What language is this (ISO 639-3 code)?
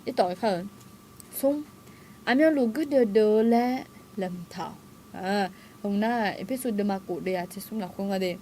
ahk